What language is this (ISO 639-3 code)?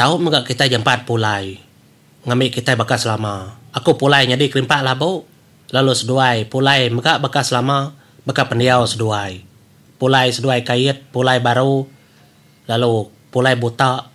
iba